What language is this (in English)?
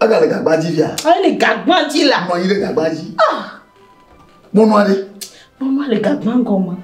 Ewe